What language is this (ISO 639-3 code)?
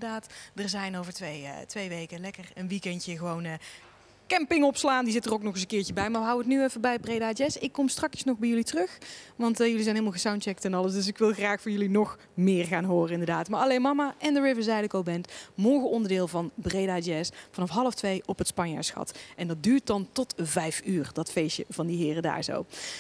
nld